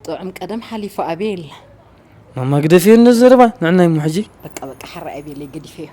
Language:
Tigrinya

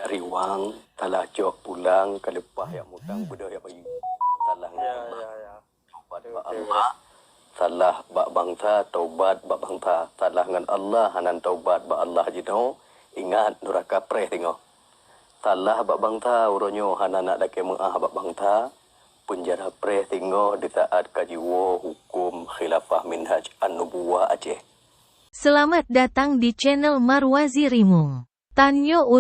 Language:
Achinese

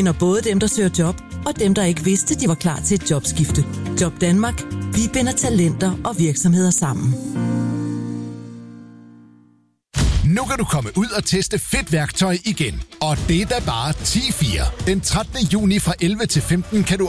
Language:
Danish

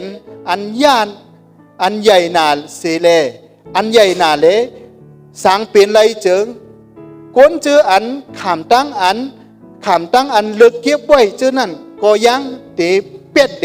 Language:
Shan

